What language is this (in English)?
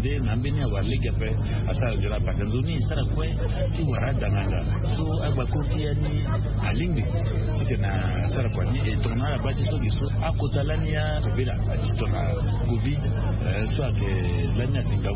Sango